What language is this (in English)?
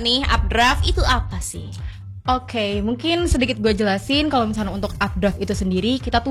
Indonesian